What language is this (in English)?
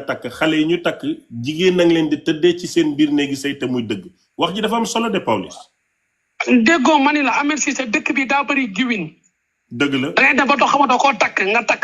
Wolof